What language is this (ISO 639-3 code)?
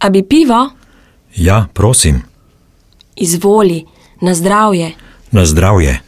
slv